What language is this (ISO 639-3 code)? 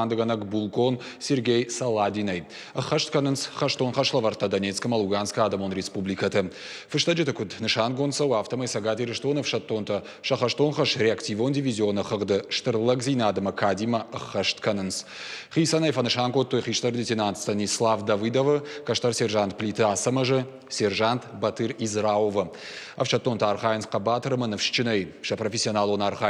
oss